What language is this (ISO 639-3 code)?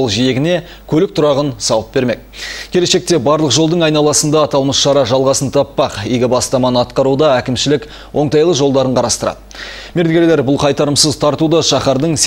kaz